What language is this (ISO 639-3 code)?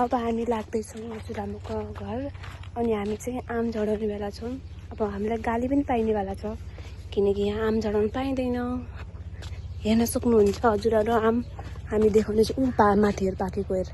nep